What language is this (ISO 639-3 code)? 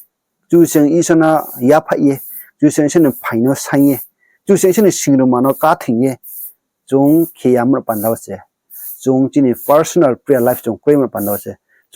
ria